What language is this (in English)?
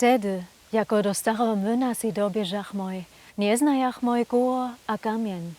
Upper Sorbian